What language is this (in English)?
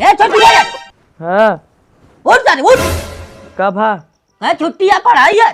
Awadhi